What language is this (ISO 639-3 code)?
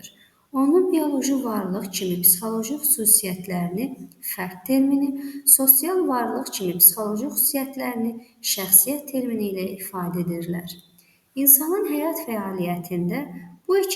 aze